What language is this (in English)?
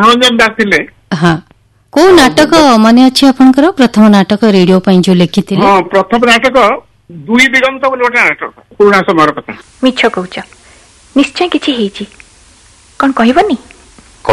Odia